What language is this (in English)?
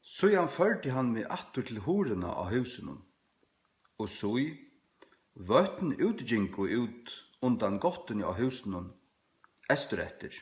Faroese